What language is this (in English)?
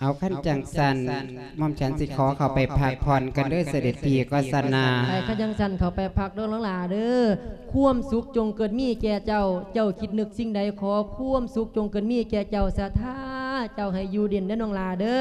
Lao